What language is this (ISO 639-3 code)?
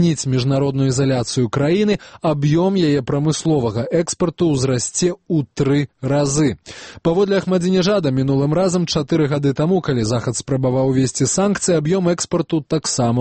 bel